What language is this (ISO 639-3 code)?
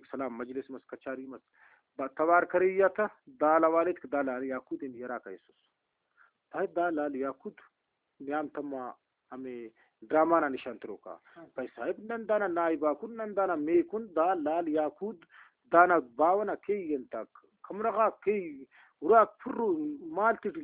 brh